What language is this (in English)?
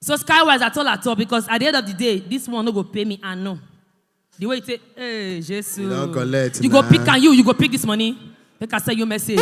Nigerian Pidgin